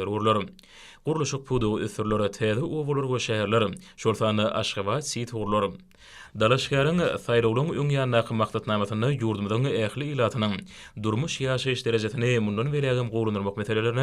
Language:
Turkmen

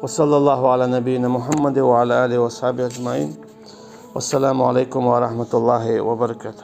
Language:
Chechen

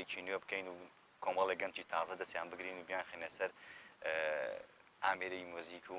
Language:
Central Kurdish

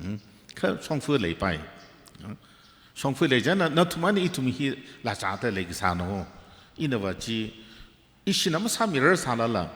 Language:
Tangkhul Naga (India)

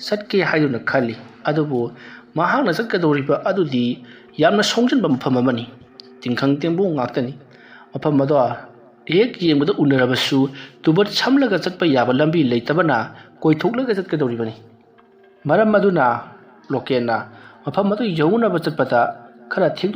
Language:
Manipuri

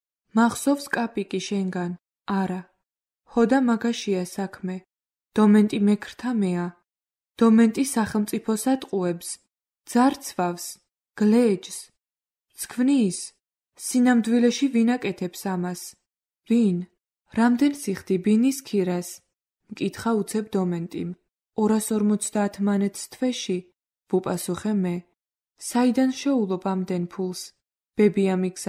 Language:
Georgian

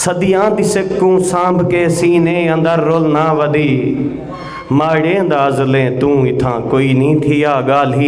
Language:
Saraiki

